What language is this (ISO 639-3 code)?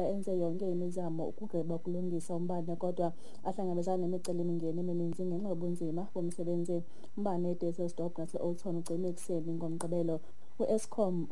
xho